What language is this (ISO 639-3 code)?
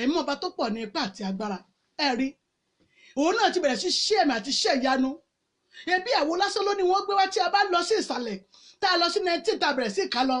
yor